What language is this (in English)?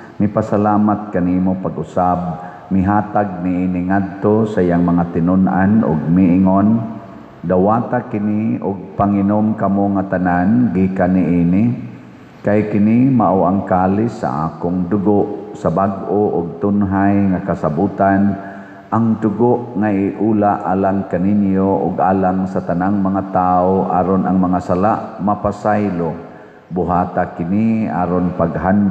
Cebuano